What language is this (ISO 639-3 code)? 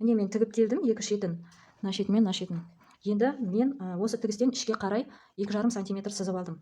kaz